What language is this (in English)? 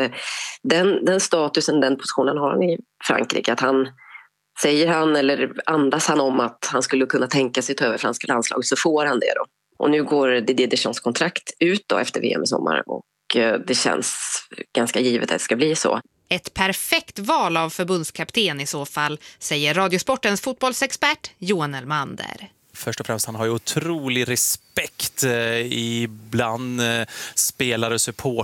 Swedish